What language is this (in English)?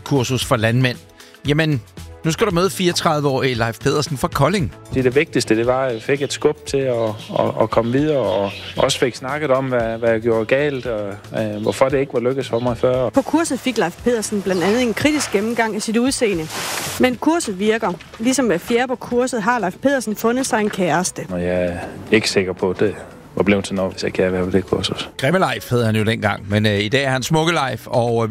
Danish